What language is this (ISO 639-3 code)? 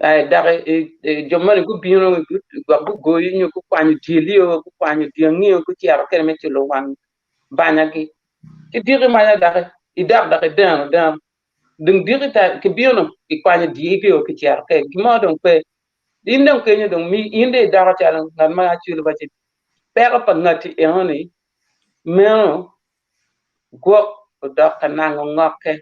ach